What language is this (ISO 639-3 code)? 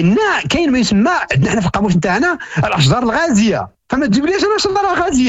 ary